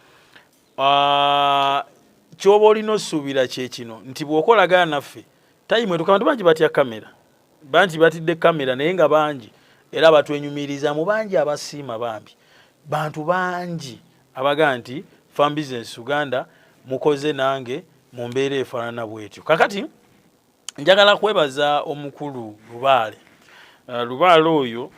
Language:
Ganda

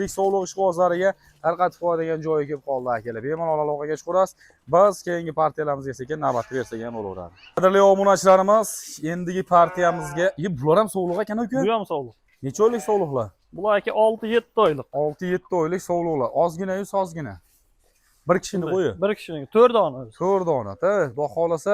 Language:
Uzbek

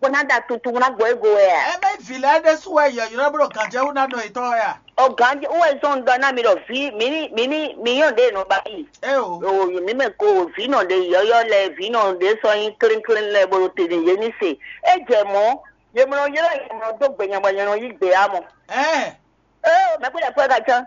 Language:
Fon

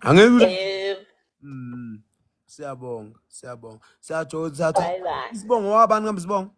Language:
Zulu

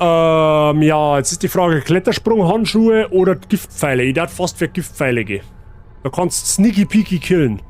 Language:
Bavarian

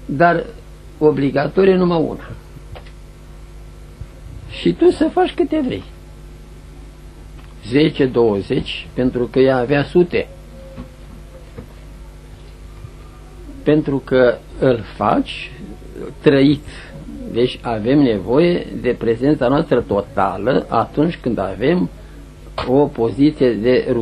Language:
Romanian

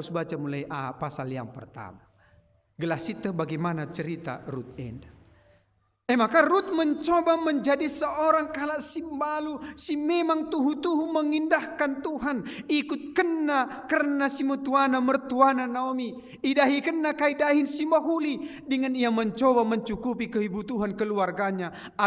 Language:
Batak Karo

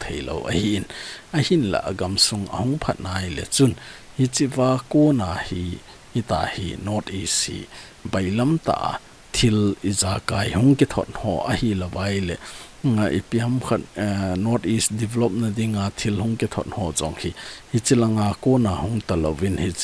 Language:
Thado Chin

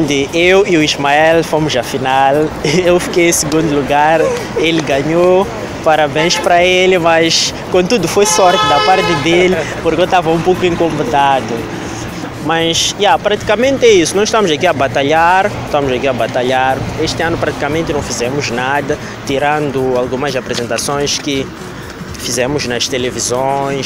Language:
Portuguese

